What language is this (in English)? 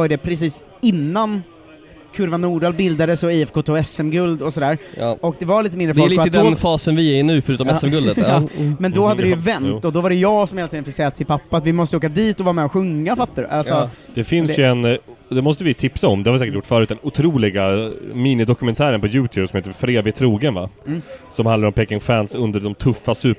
Swedish